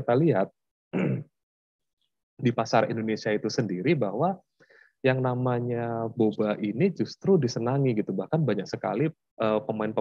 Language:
Indonesian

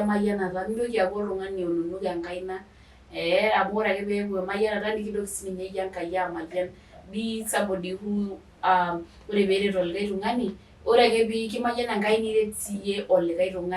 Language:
Masai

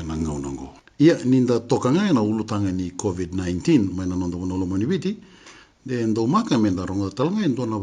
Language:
Fijian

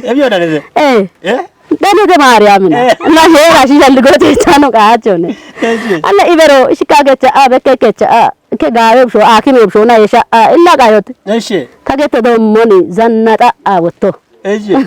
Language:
Kafa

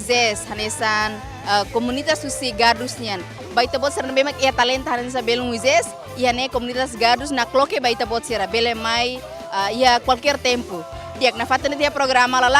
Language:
Tetum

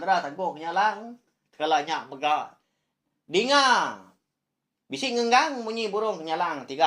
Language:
Iban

